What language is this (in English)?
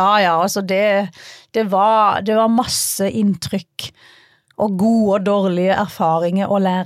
Norwegian